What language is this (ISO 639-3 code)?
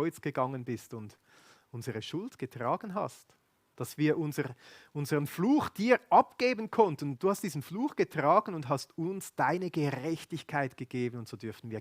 gsw